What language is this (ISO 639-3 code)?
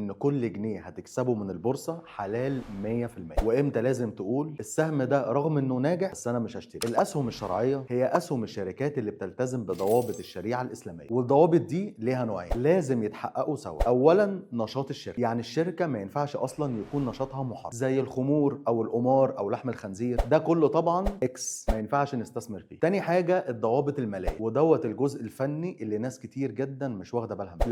arz